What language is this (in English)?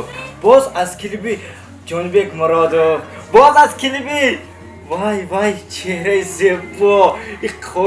Tajik